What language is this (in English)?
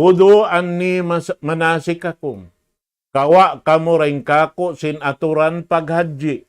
Tausug